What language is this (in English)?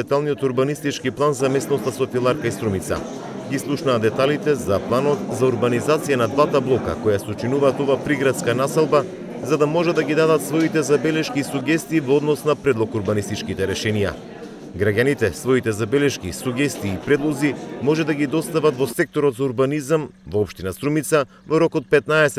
Macedonian